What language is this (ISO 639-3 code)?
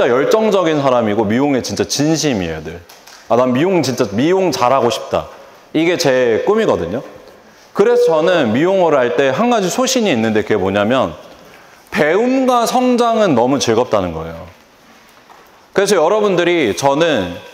kor